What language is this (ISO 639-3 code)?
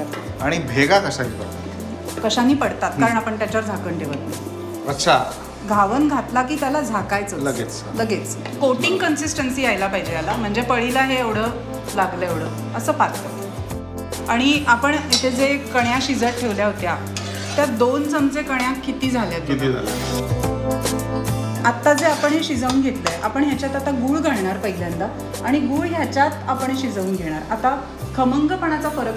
mar